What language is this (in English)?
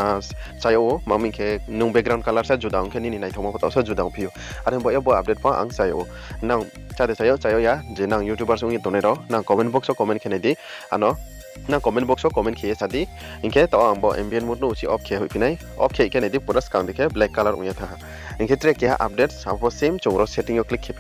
Riang (India)